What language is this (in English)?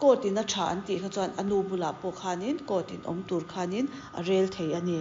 Mizo